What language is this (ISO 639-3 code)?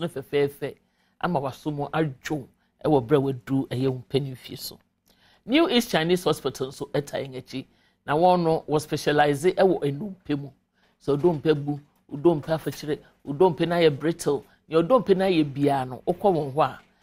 aka